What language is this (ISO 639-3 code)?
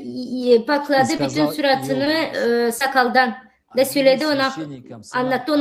gag